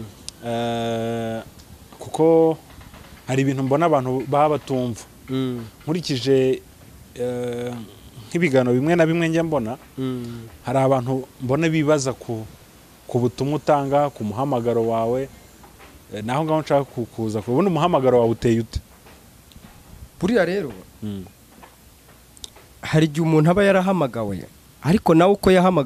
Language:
Kinyarwanda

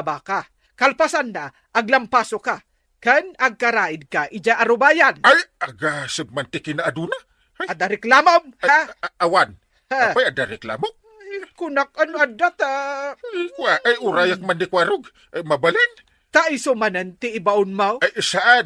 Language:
Iloko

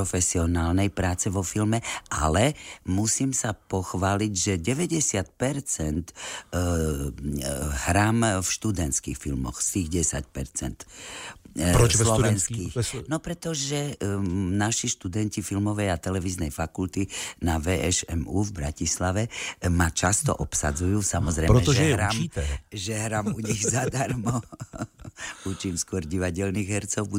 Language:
Slovak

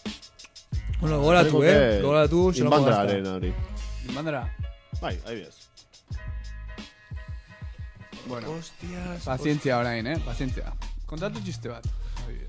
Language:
Basque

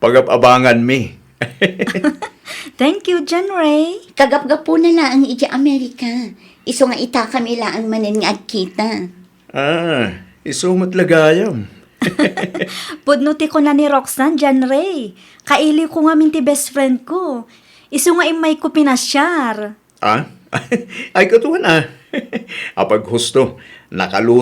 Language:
Iloko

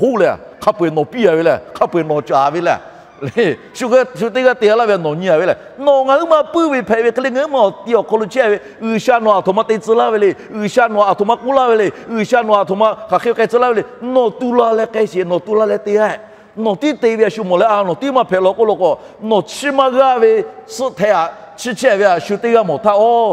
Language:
Lahu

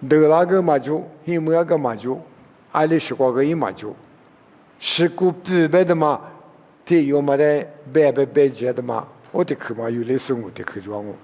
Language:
Lisu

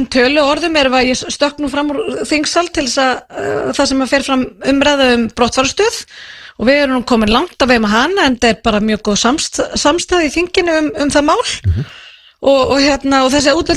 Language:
Icelandic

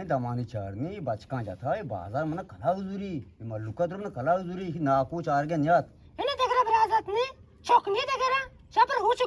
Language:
Eastern Balochi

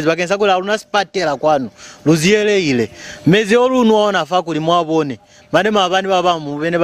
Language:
Lozi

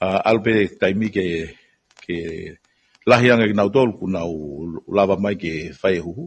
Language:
Tongan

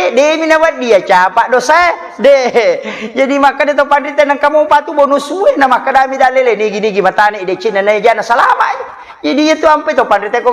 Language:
Buginese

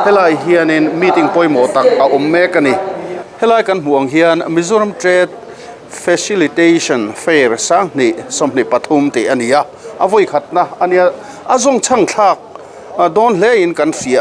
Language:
Mizo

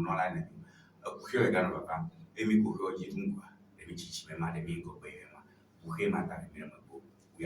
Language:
Ewe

